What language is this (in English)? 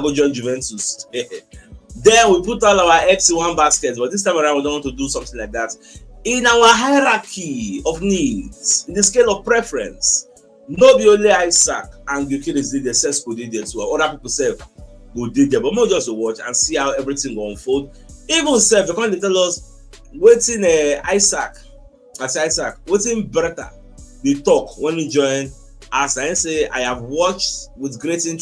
Nigerian Pidgin